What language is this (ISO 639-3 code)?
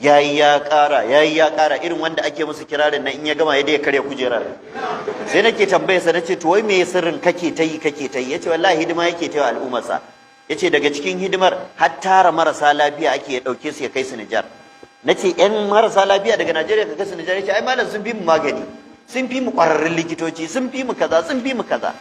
hau